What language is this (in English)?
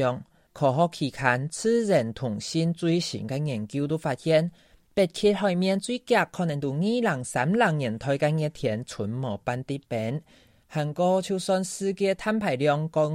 Hakka Chinese